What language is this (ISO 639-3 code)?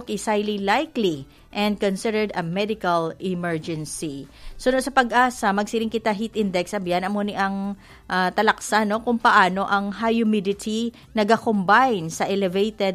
hil